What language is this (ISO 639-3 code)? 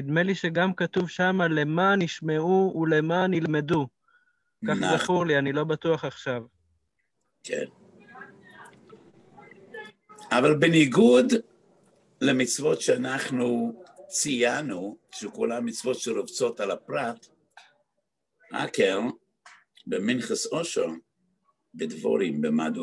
heb